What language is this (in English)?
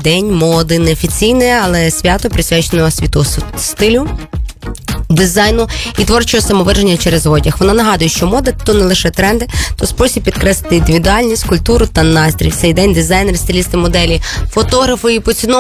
Ukrainian